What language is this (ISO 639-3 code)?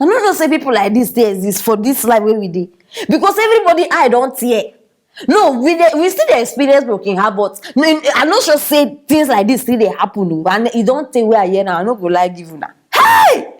pcm